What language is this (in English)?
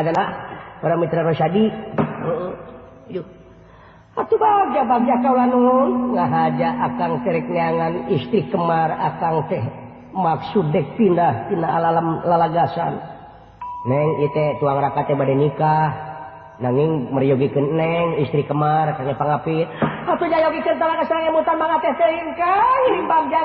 Sundanese